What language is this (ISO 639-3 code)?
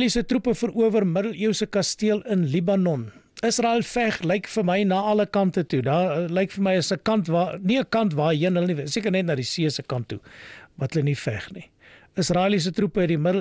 afr